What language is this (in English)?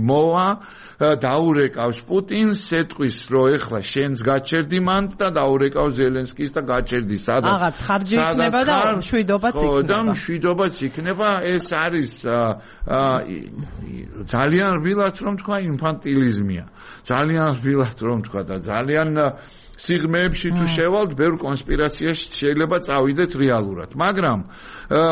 Georgian